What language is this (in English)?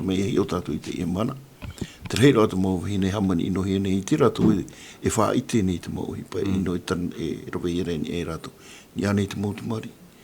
Tahitian